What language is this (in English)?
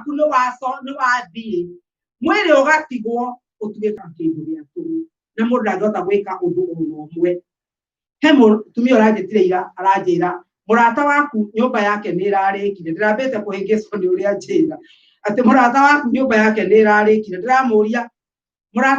Kikuyu